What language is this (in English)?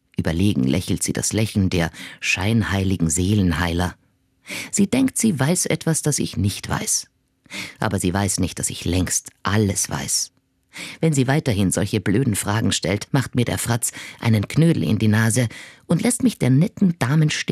German